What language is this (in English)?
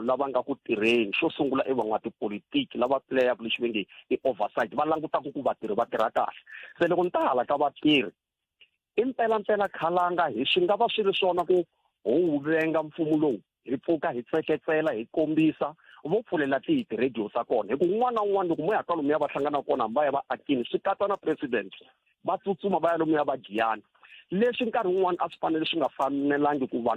Tsonga